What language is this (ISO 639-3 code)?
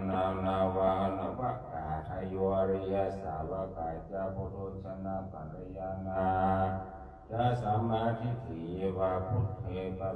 pli